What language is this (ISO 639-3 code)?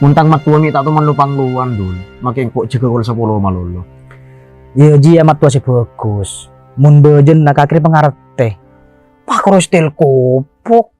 mad